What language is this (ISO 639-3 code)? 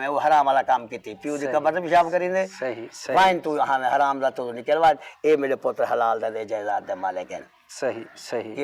skr